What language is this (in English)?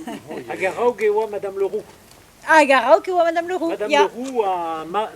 Breton